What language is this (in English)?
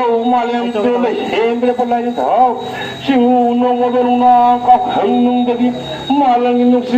Manipuri